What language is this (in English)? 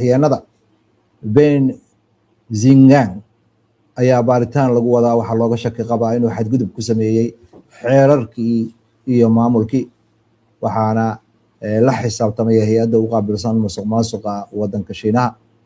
Somali